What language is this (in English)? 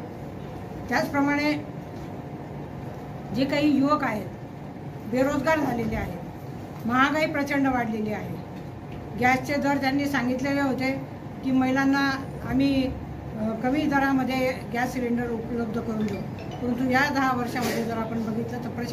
Marathi